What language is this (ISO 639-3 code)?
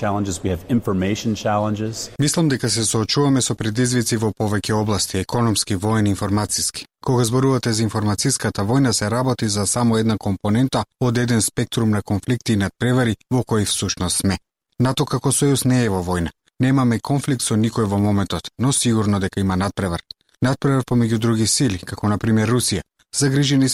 mkd